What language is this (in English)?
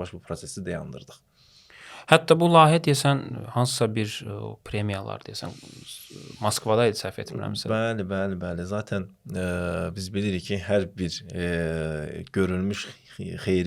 Azerbaijani